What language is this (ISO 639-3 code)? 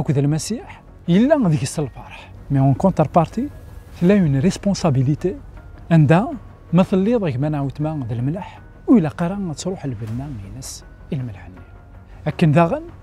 kab